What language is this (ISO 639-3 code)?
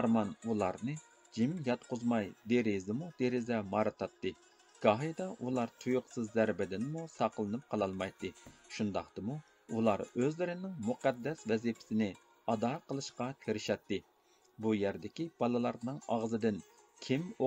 uig